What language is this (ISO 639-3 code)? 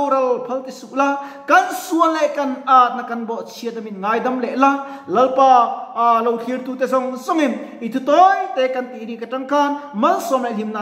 lus